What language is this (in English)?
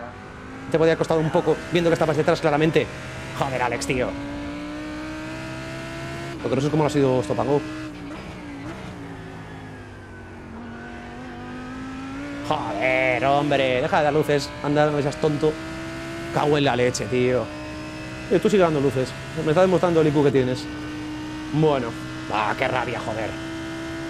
Spanish